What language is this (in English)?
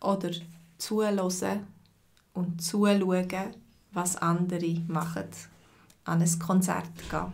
Swiss German